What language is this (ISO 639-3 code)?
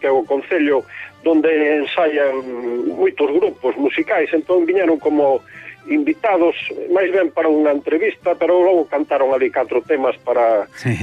glg